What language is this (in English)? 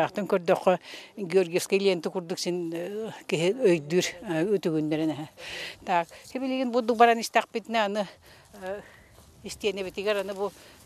Yakut